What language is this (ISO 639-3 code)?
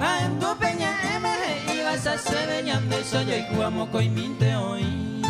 grn